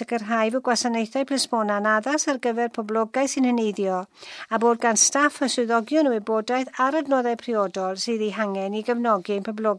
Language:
Welsh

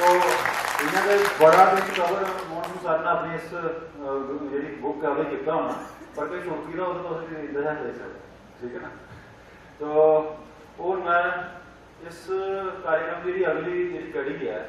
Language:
Dogri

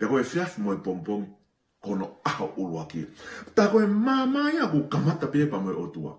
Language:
Tongan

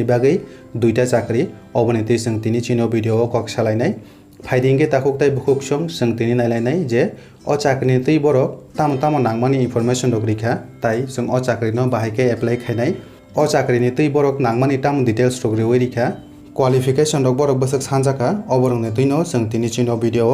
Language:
Kok Borok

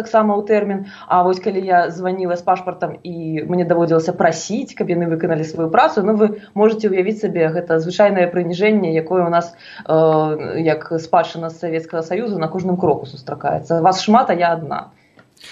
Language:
Belarusian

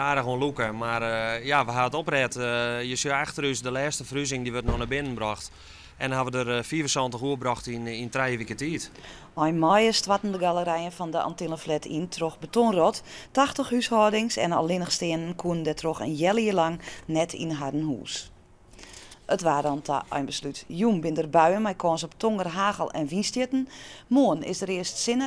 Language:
Western Frisian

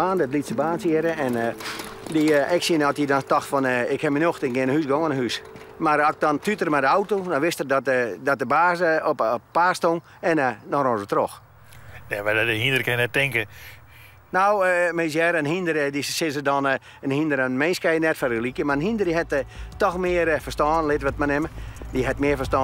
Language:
Western Frisian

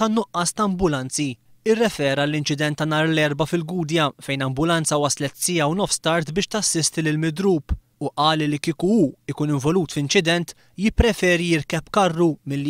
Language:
Maltese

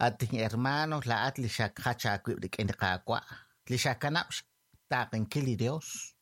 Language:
Kekchí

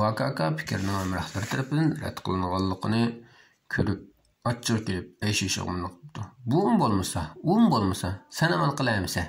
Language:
Uyghur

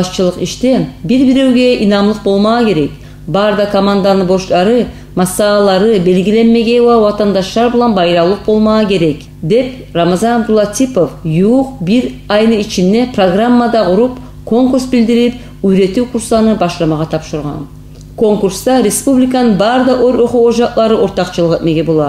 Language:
Kumyk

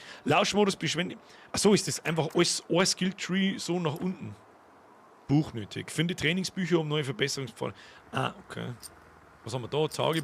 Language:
Bavarian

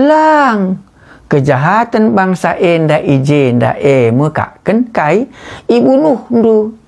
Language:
Batak Karo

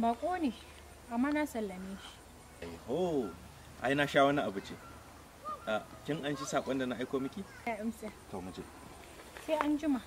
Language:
Hausa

